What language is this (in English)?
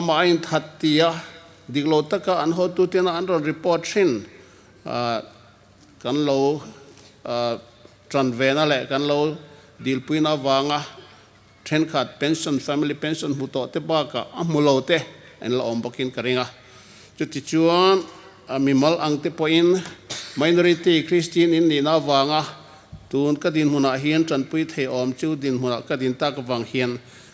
Hmar